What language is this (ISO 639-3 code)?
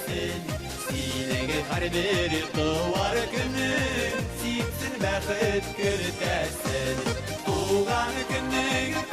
bak